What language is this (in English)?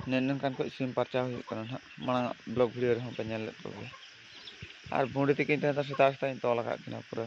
Santali